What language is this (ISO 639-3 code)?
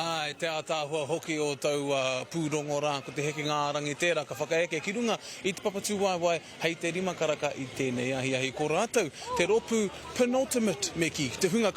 mri